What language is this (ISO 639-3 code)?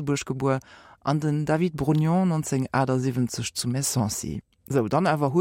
ltz